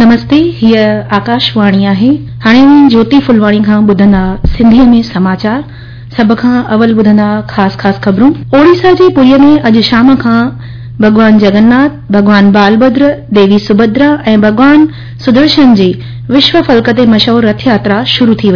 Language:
Sindhi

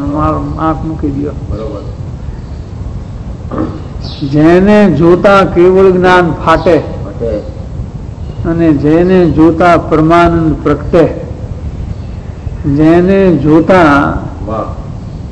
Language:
Gujarati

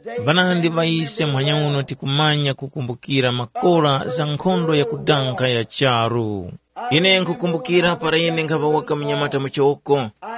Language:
Tumbuka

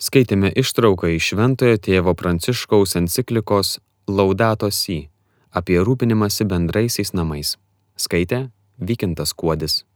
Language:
Lithuanian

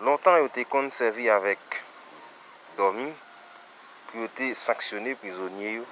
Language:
Haitian Creole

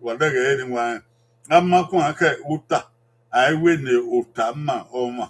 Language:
Bini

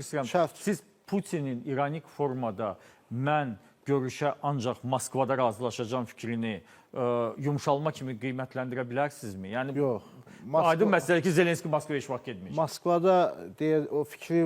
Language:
Azerbaijani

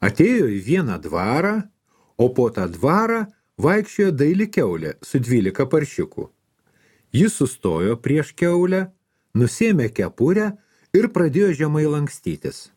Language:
Lithuanian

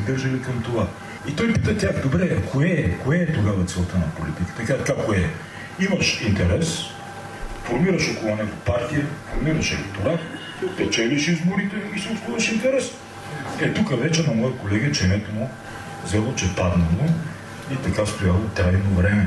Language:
Bulgarian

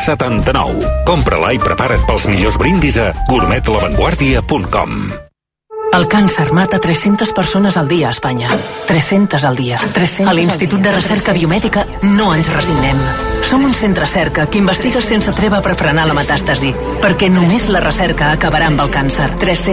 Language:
Catalan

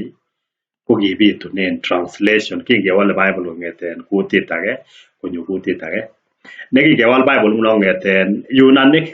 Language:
Kalenjin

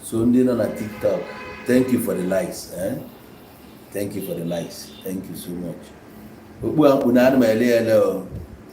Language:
Igbo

